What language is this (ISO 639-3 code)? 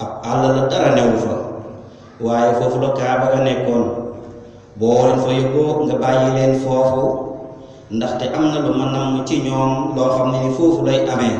wol